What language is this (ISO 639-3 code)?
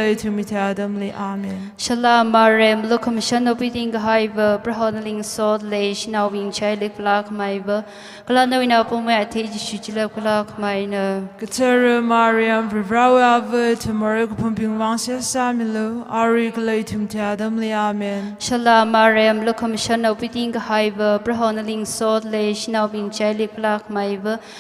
nmf